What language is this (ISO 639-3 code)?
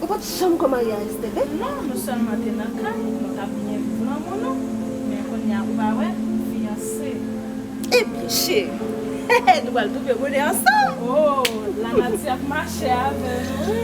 hat